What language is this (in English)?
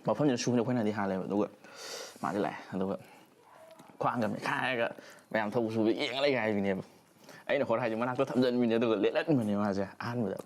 Manipuri